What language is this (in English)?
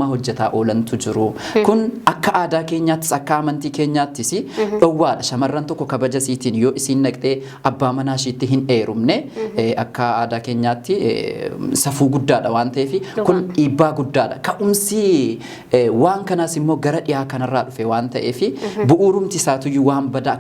Oromo